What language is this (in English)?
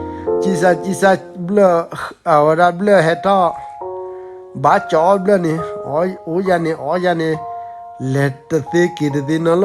S'gaw Karen